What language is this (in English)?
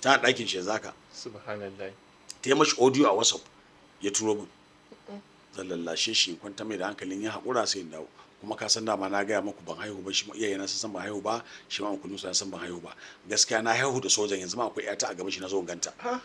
Hausa